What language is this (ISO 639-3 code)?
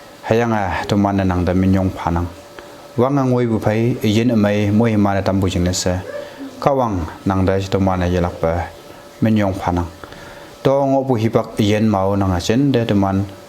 nbe